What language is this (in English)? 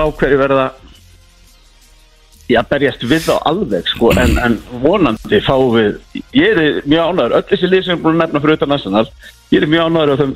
Icelandic